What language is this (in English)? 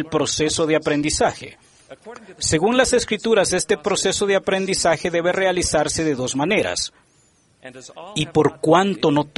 Spanish